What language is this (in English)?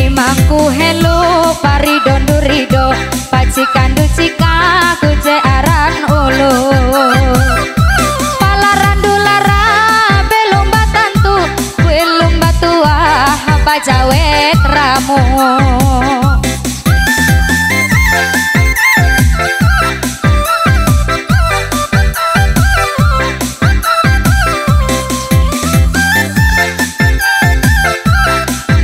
Ngaju